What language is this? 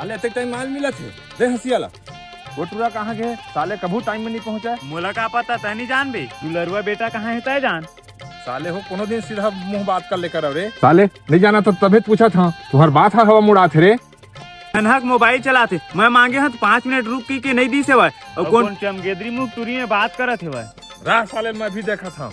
Chhattisgarhi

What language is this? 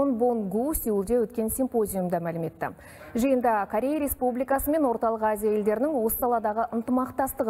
Kazakh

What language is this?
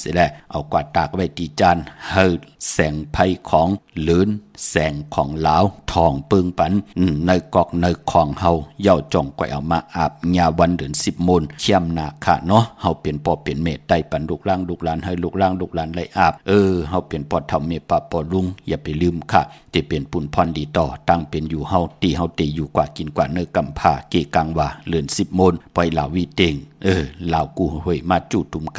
Shan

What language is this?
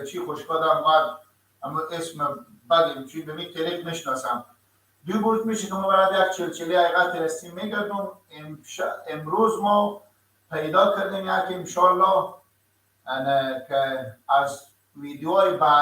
Persian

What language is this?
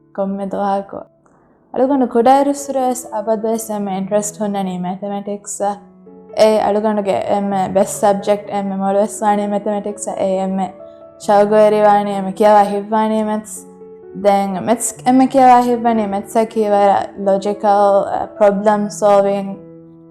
Divehi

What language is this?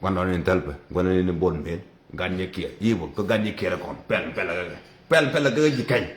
Nuer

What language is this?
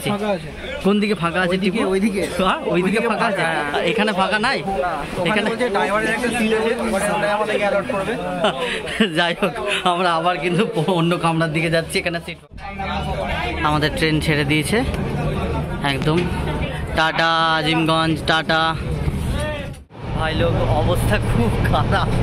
Bangla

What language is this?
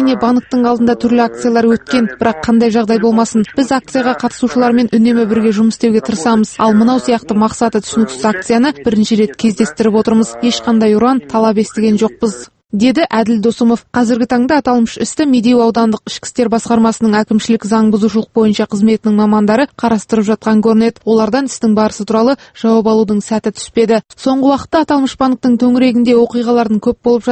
Kazakh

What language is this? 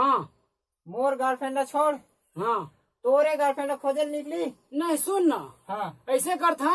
Chhattisgarhi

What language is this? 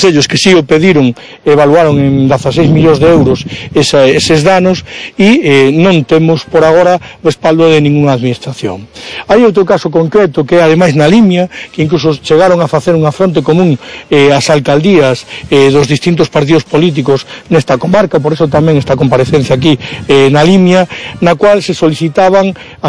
Galician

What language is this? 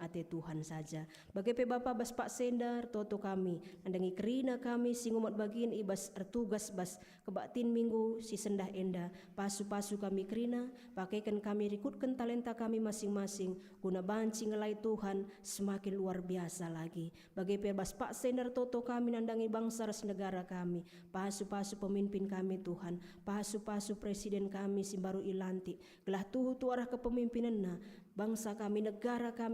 Batak Karo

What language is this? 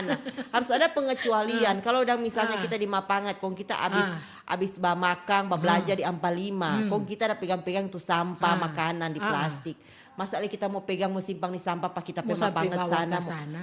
Manado Malay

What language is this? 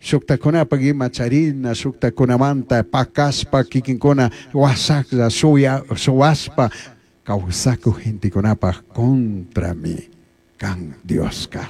Chimborazo Highland Quichua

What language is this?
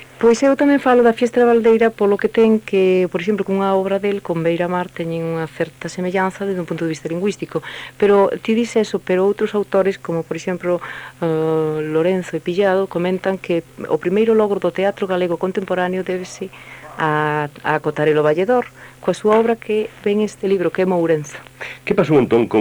Galician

